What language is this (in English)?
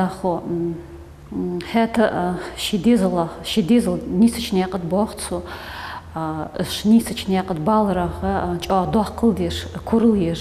Ingush